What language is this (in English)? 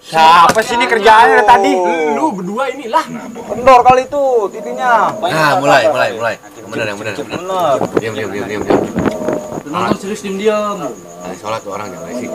Betawi